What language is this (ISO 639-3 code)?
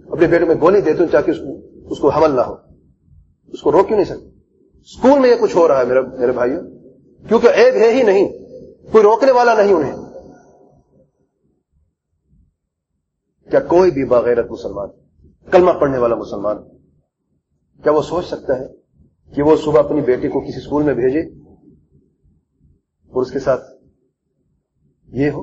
urd